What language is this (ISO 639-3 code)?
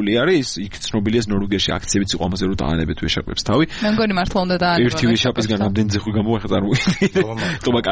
kat